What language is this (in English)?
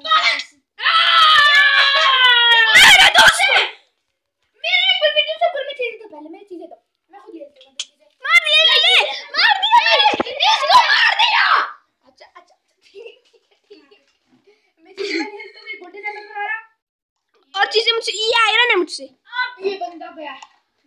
Hindi